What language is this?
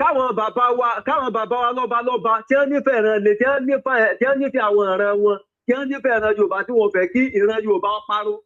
Yoruba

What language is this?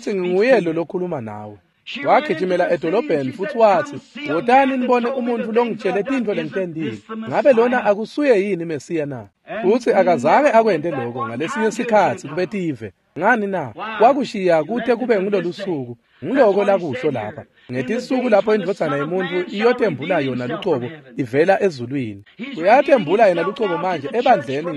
Swati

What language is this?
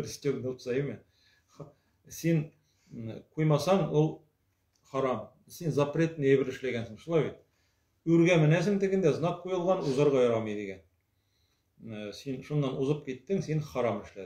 Tatar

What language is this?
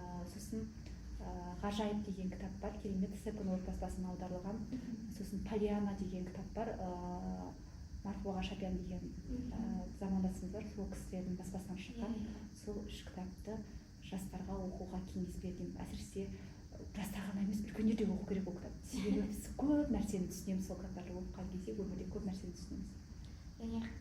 Kazakh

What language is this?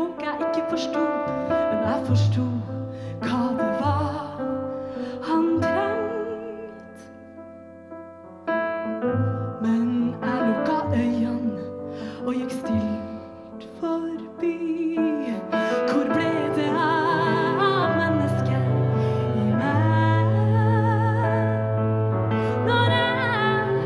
Norwegian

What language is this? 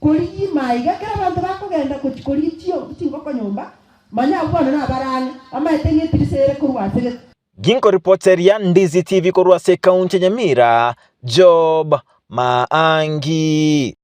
Gusii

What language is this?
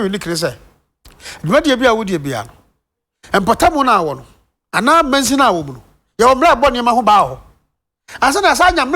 Akan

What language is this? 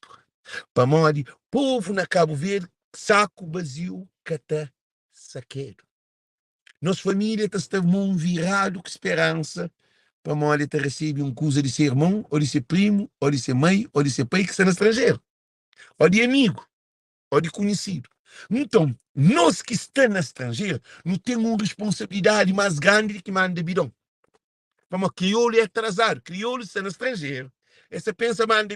Kabuverdianu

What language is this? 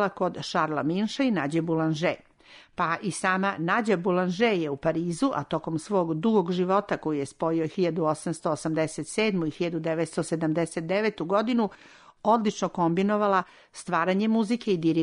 Serbian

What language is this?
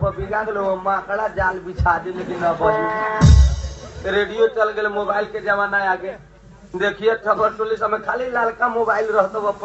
Bhojpuri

